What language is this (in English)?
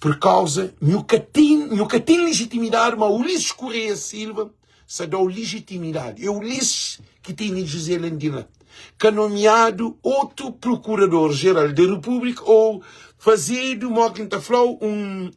Kabuverdianu